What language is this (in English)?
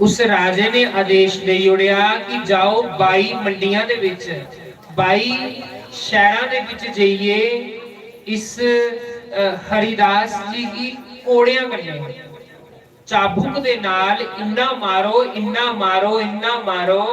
Dogri